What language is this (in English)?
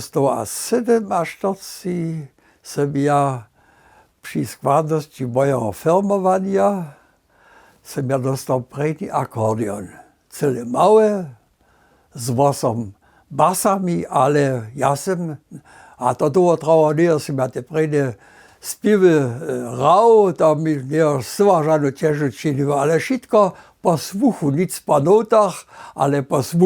Upper Sorbian